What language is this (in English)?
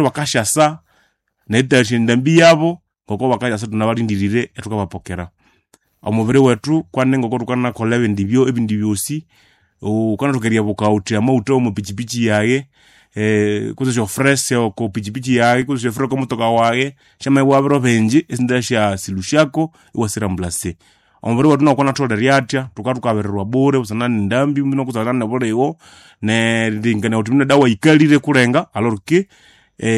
Nande